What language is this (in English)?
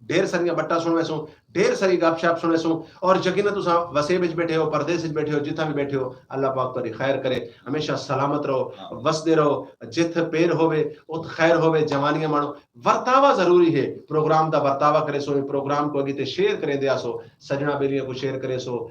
Saraiki